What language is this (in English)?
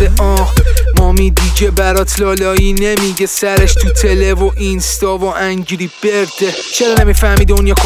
Persian